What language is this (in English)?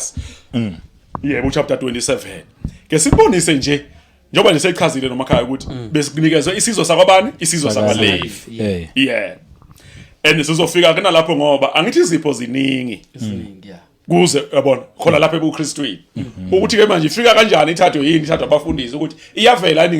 Zulu